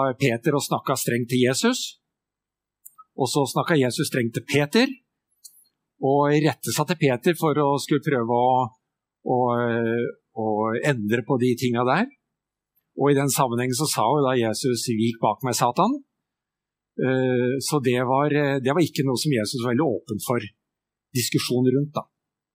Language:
Norwegian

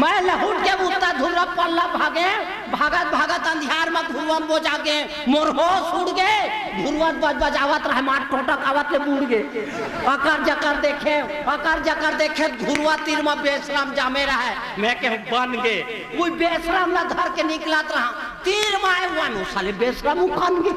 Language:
Chhattisgarhi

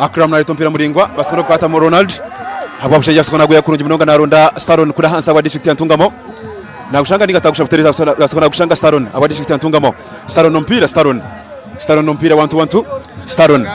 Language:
Nyankole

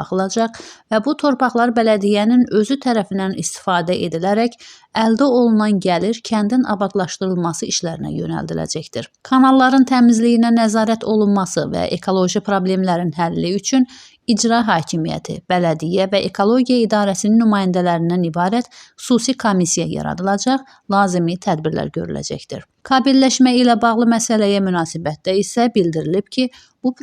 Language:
Azerbaijani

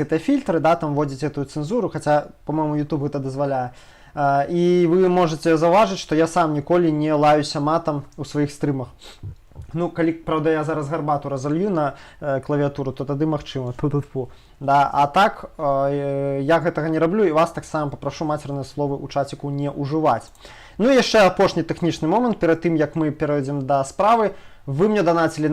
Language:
Belarusian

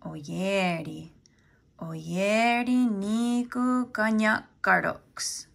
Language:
Mohawk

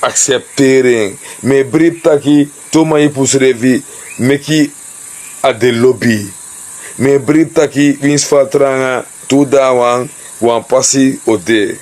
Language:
Sranan Tongo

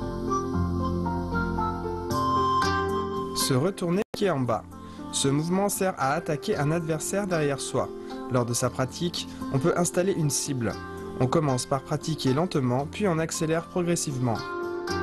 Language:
French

